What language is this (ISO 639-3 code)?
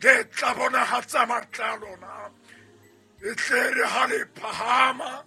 sot